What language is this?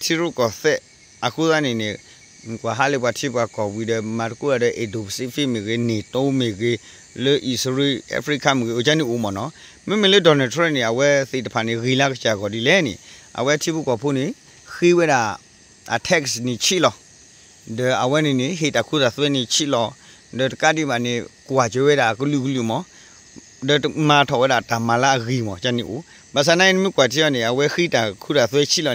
S'gaw Karen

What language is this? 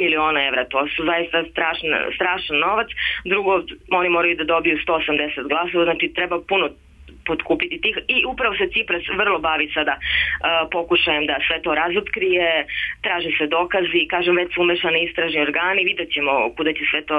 Serbian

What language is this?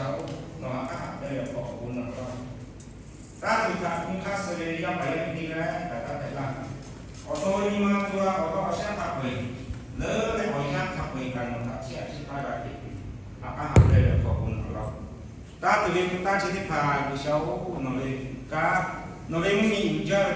Lahu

